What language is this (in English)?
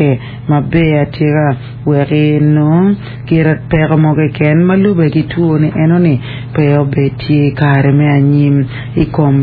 Acoli